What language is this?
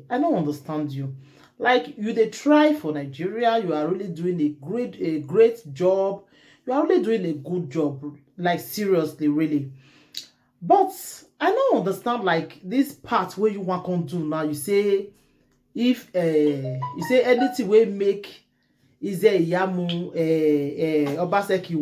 Nigerian Pidgin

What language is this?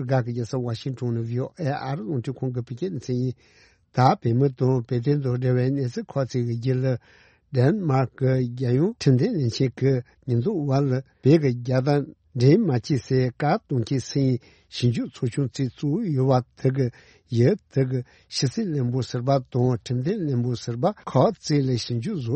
Tibetan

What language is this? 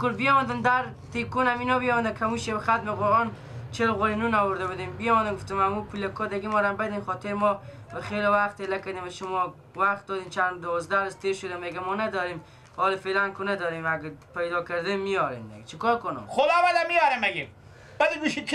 Persian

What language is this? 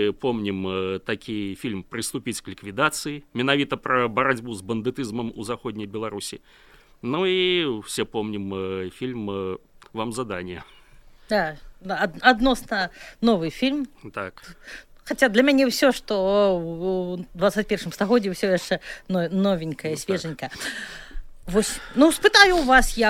Belarusian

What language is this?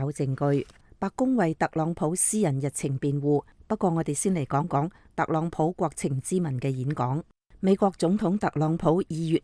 Cantonese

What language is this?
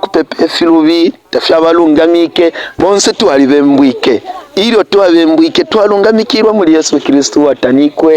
Bemba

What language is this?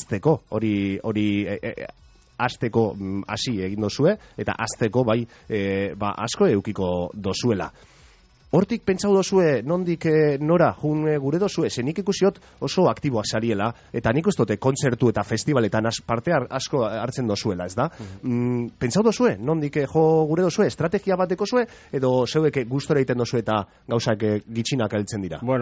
Basque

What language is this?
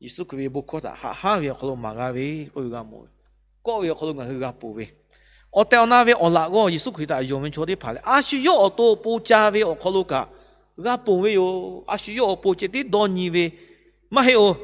Lahu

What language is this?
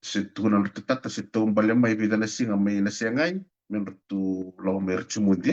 Fijian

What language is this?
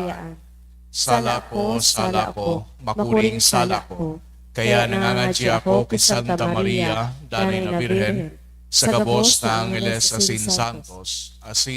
Bikol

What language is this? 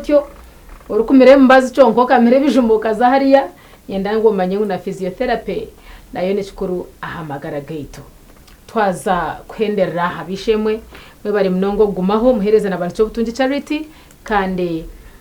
Nyankole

